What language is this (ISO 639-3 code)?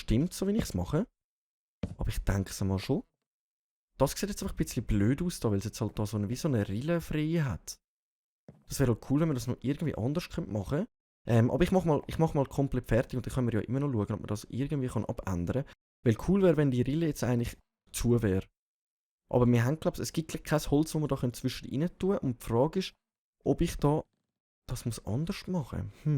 gsw